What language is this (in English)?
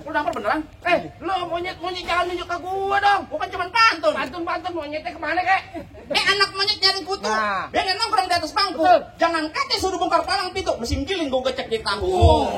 Betawi